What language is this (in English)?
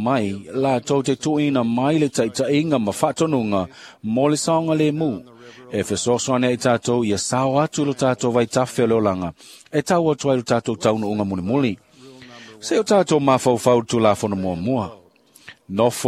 Samoan